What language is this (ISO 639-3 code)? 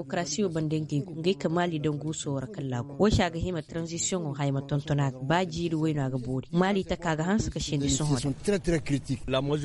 ses